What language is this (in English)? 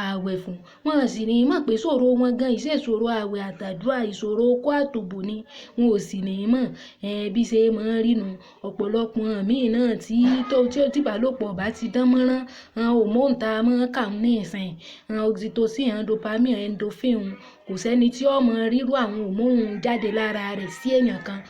Yoruba